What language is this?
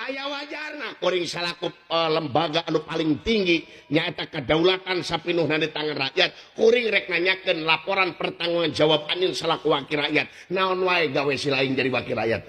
Sundanese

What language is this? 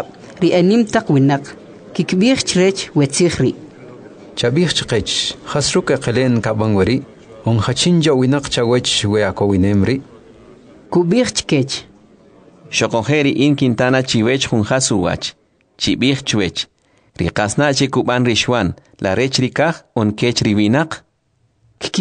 Kʼicheʼ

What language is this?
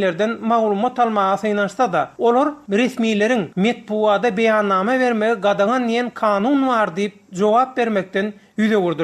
Turkmen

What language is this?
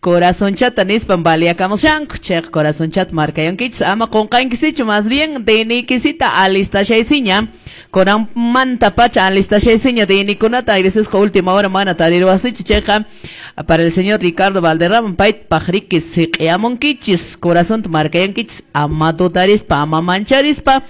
Quechua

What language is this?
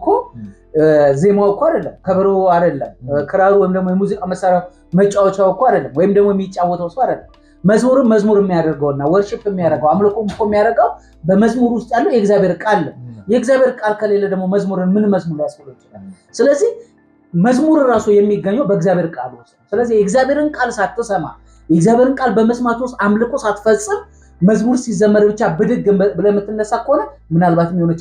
Amharic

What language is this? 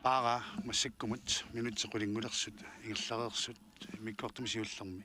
Kalaallisut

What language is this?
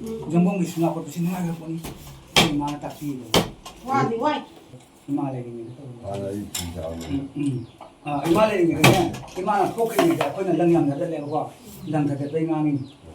Manipuri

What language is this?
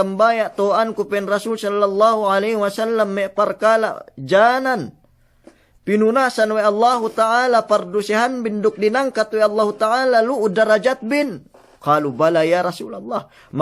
Yakan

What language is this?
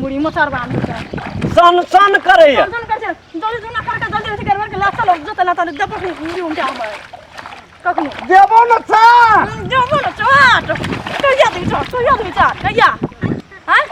Maithili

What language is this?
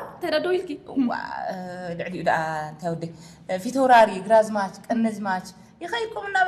Tigrinya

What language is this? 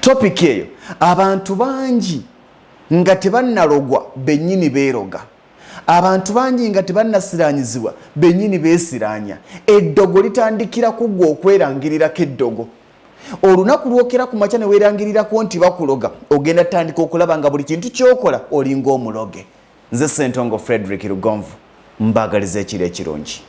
Ganda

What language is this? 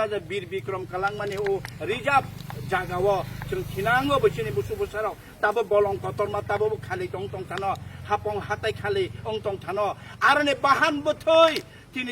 Kok Borok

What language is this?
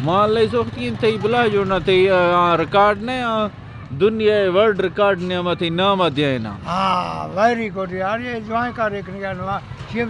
Eastern Balochi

